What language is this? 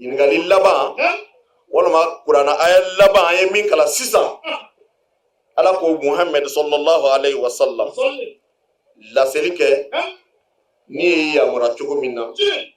Bambara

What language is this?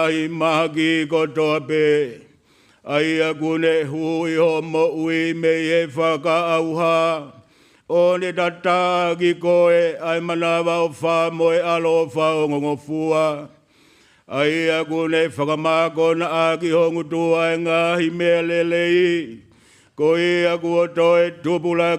Tongan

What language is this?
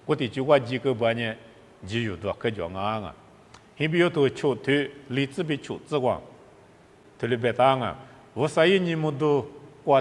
Lisu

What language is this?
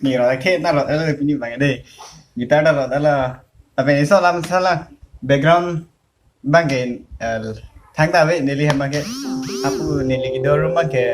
Karbi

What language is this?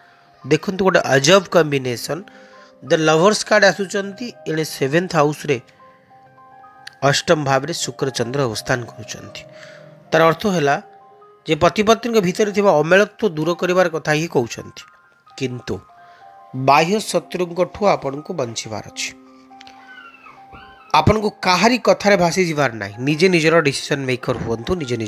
Odia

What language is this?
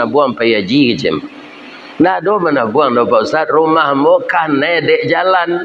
Minangkabau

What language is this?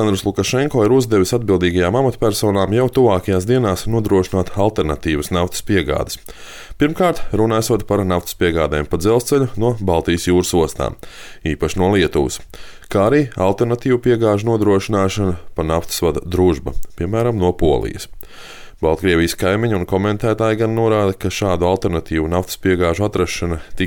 Latvian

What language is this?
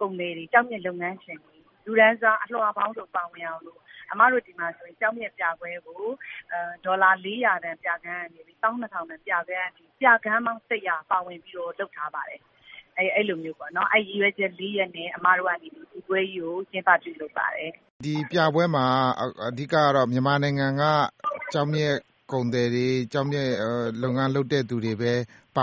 Burmese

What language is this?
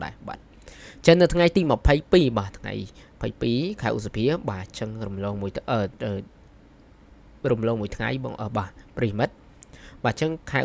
Khmer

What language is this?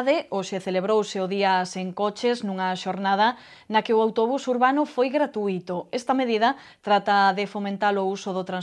Galician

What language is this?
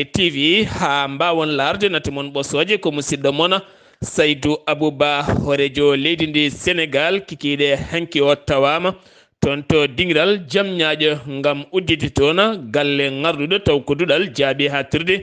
Fula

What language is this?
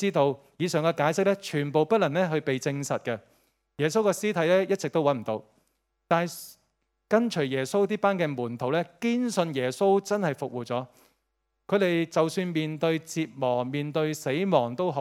Cantonese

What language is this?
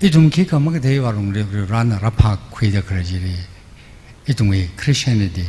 Tangkhul Naga (India)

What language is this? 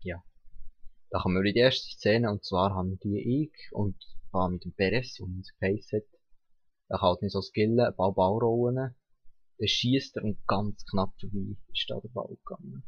Swiss German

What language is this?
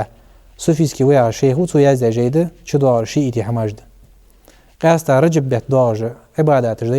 Ingush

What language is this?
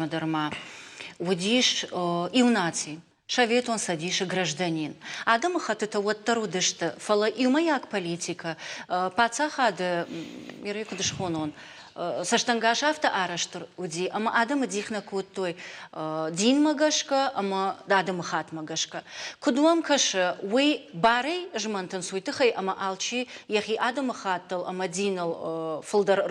Ossetic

